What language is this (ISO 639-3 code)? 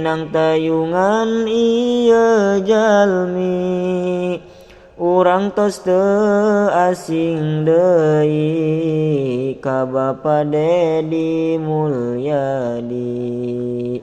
sun